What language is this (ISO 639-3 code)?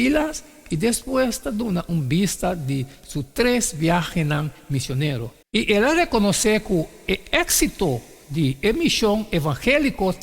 pap